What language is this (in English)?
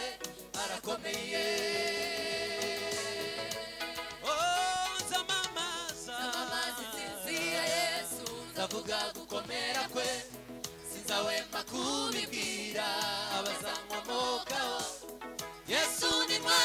Kinyarwanda